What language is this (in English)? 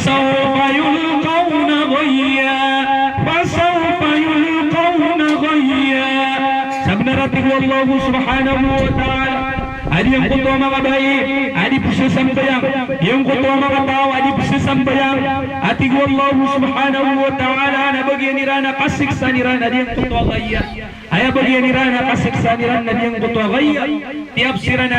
Maranao